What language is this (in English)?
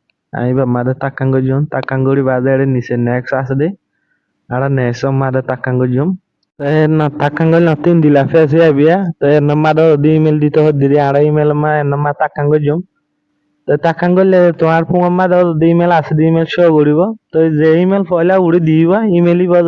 Rohingya